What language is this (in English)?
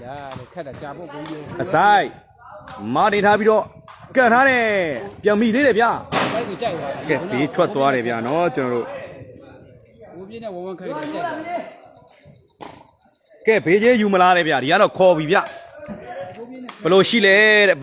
Burmese